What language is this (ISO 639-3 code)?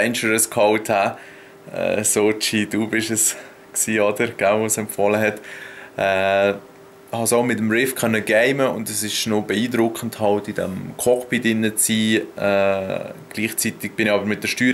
gsw